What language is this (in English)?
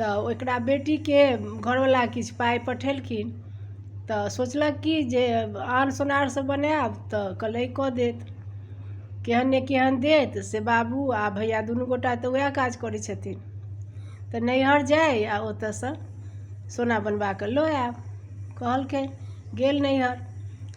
Maithili